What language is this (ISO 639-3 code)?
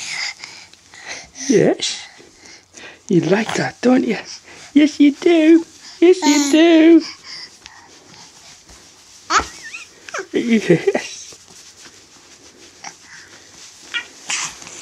eng